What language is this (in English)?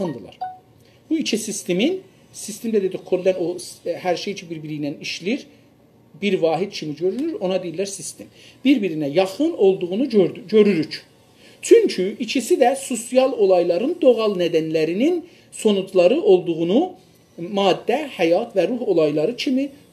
South Azerbaijani